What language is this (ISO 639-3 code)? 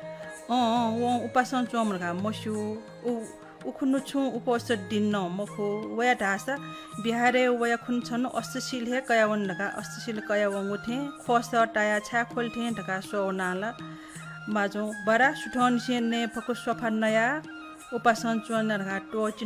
new